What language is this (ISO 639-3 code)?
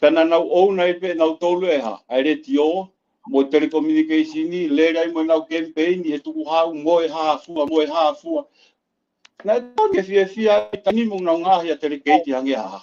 ton